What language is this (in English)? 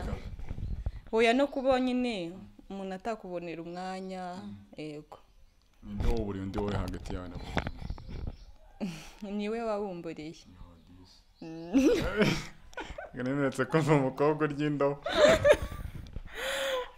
Kinyarwanda